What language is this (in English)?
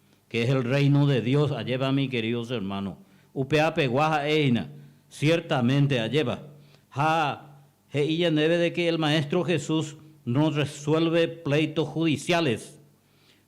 Guarani